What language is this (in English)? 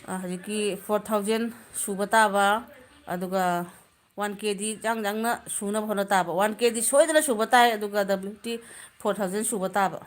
Manipuri